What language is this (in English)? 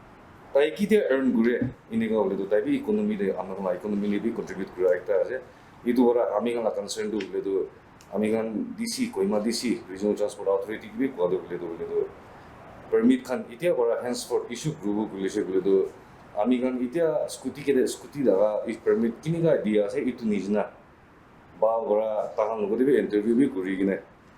Naga Pidgin